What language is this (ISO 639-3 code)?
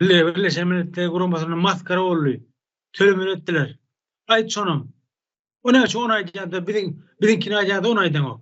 tuk